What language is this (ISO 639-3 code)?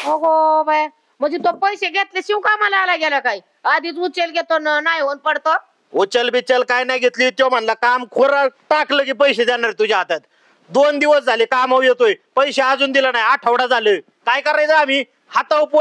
mar